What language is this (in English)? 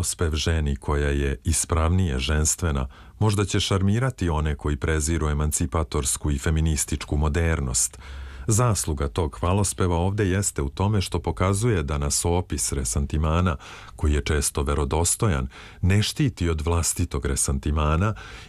Serbian